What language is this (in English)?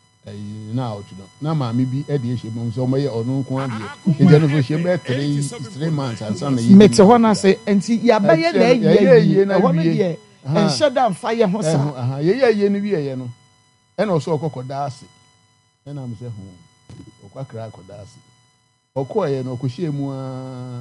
Akan